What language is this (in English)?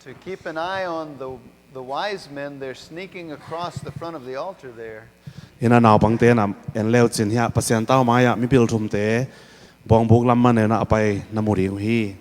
Tedim Chin